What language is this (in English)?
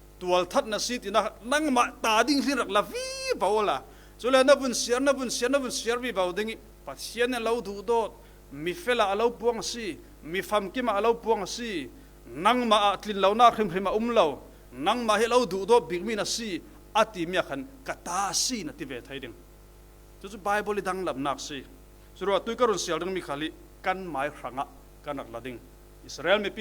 Falam Chin